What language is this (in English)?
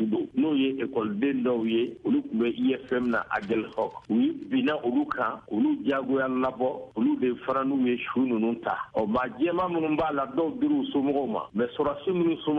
Bambara